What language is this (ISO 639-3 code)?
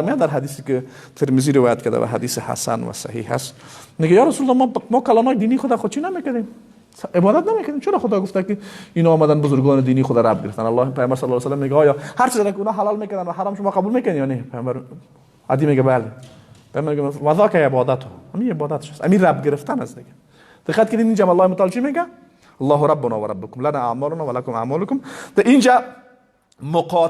fas